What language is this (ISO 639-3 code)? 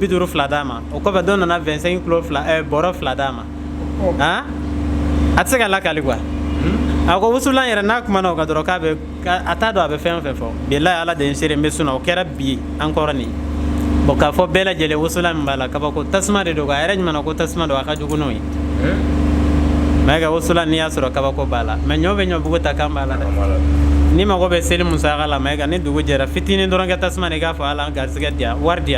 bam